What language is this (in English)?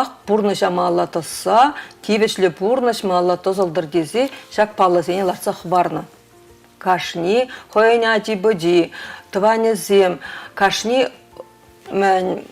Chuvash